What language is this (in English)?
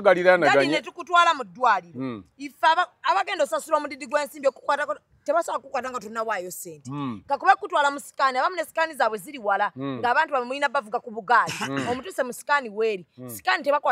Ganda